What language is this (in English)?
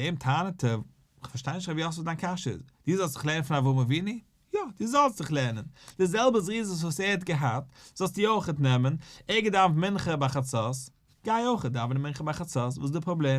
Yiddish